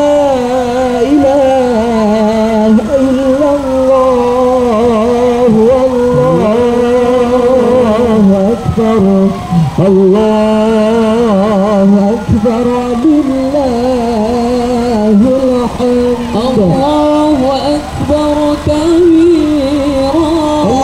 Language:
Batak Mandailing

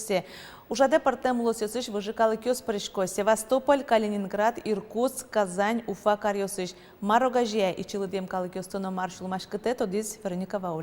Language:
Udmurt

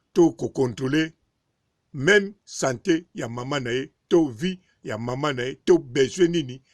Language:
Lingala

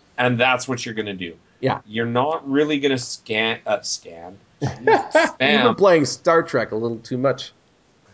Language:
English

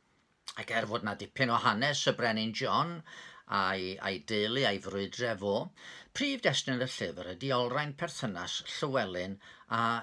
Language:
Welsh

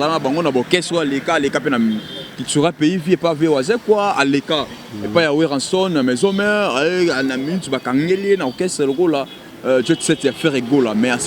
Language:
Lingala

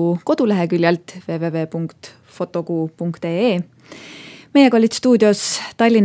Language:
Estonian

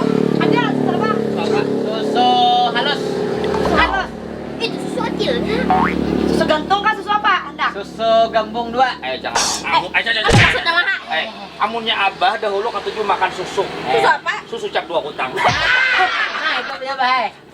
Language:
Banjar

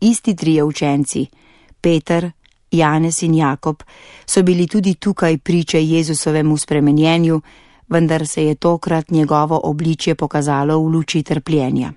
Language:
Slovenian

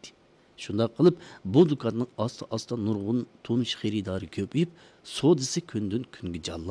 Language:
Uyghur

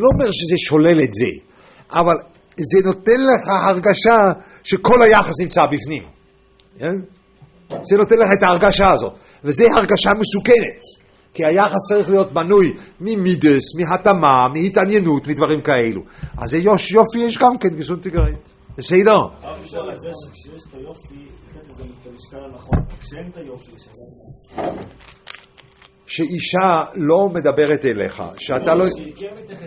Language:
Hebrew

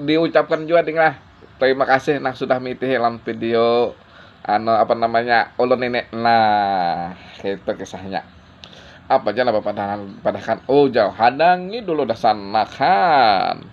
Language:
Banjar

